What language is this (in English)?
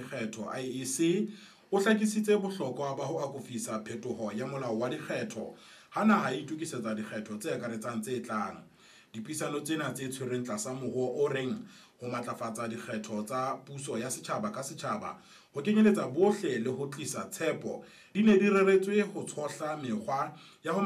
Southern Sotho